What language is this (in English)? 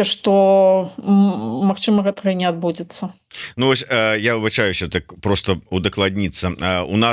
Belarusian